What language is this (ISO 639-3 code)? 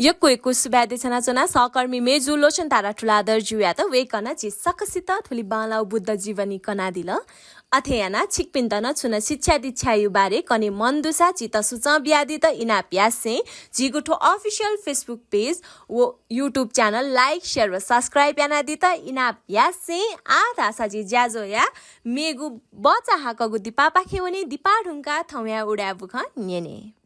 new